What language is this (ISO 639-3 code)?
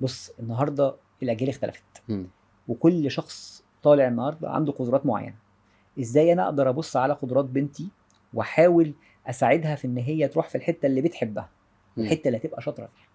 arz